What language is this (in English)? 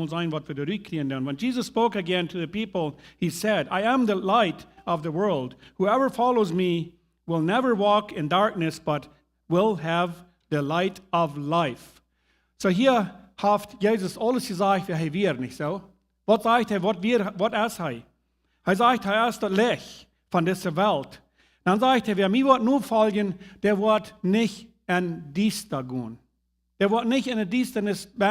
Plautdietsch